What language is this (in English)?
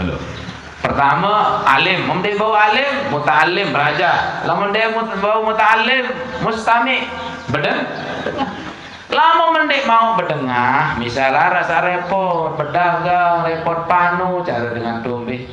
Sasak